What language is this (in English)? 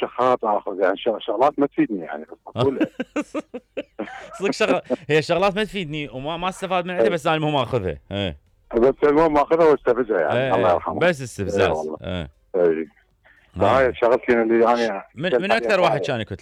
Mesopotamian Arabic